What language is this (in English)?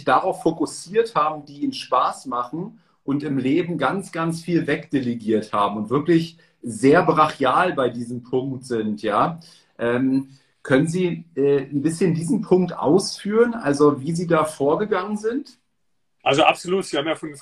German